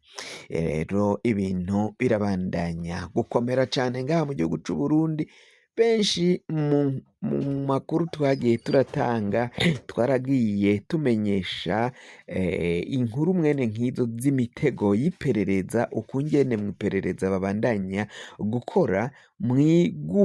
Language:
Rundi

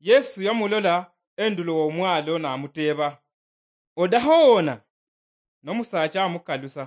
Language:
Luyia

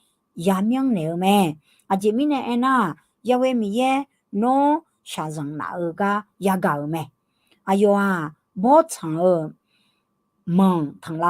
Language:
Akha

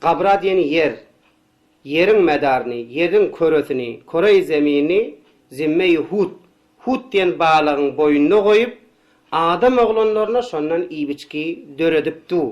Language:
Turkmen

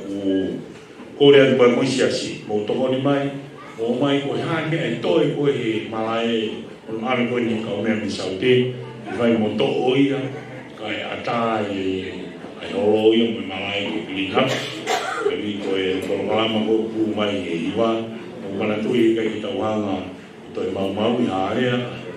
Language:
Tongan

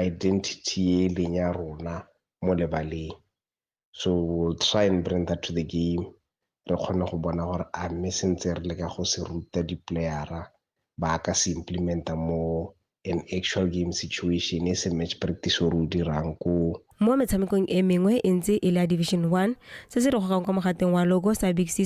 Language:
Tswana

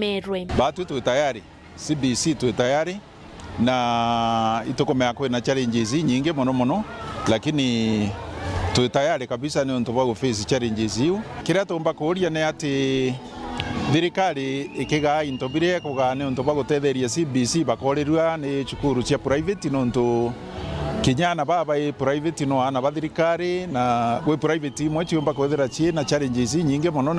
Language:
Meru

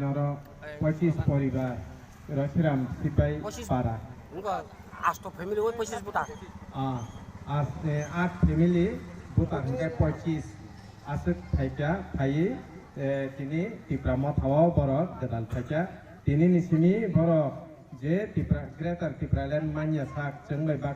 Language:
Kok Borok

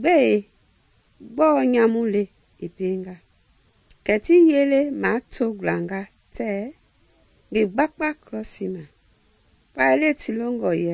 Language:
Mende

